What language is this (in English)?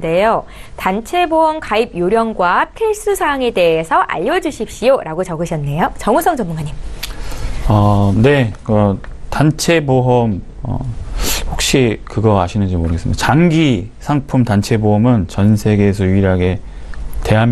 Korean